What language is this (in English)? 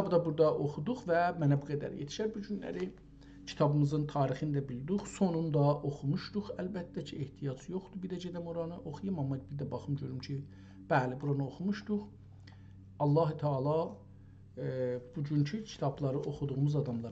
South Azerbaijani